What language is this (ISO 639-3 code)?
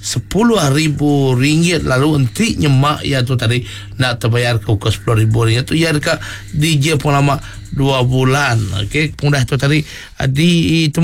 iba